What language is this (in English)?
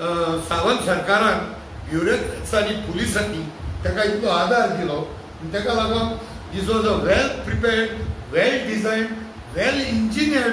Konkani